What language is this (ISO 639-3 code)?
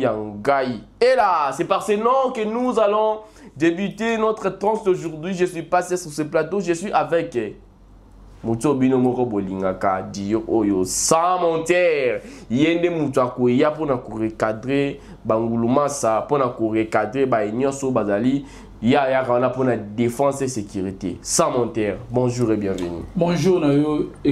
lin